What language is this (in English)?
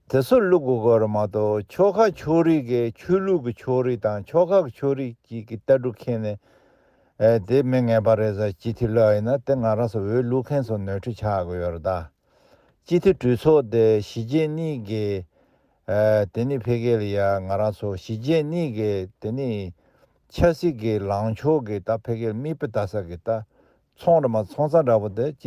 Tibetan